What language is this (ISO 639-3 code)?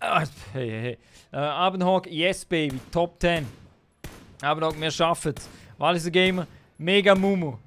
gsw